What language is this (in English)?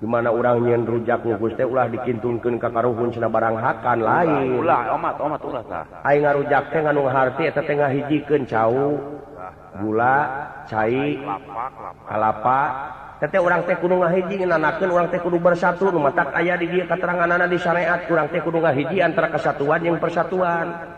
Sundanese